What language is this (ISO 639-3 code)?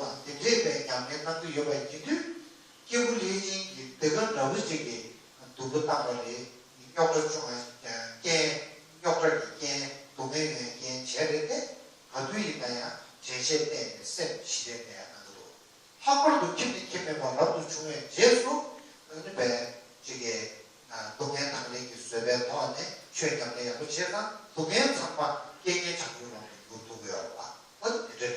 bod